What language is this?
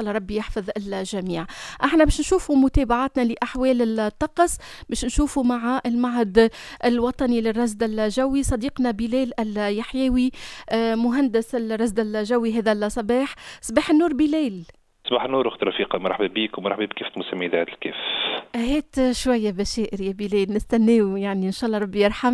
Tunisian Arabic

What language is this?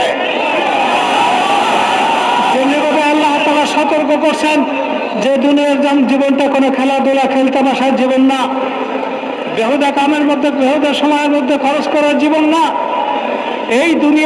Bangla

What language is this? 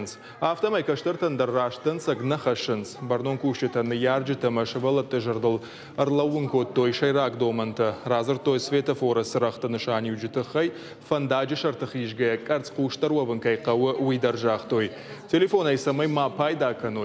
Ossetic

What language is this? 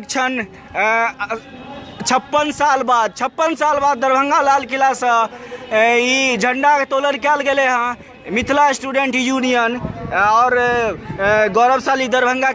Maithili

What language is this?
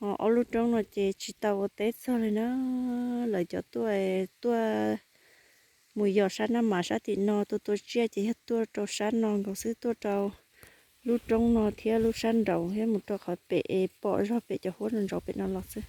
Hmong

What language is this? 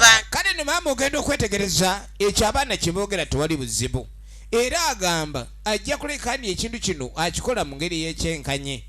Soga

